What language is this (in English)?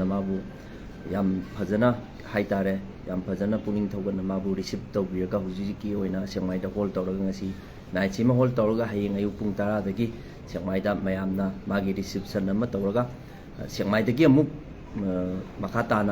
Manipuri